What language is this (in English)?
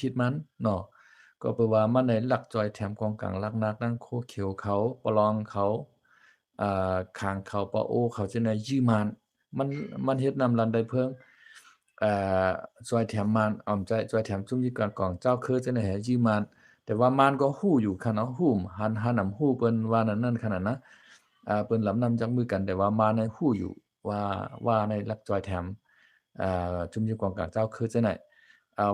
Shan